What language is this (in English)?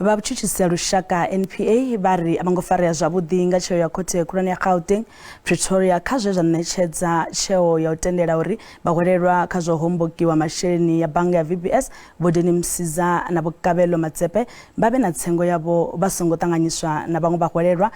Venda